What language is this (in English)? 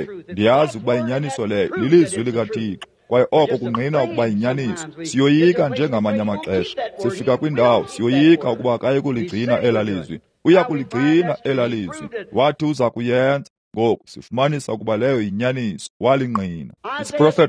Xhosa